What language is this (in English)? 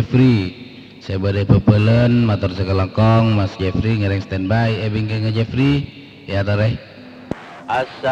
Madurese